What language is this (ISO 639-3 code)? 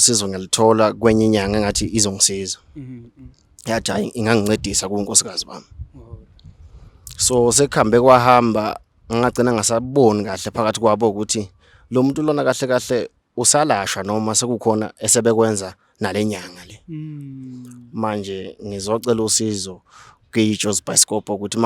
zul